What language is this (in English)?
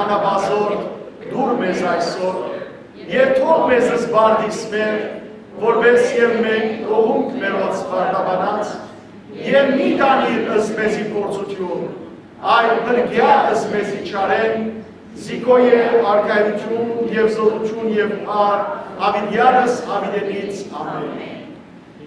Western Armenian